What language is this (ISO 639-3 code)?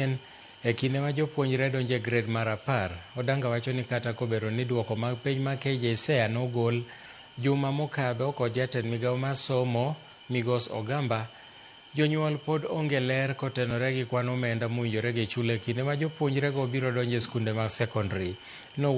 luo